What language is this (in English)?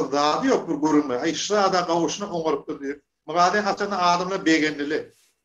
Turkmen